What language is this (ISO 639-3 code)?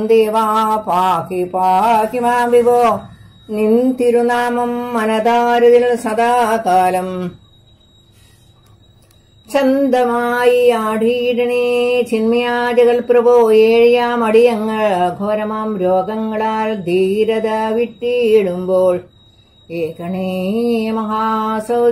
mal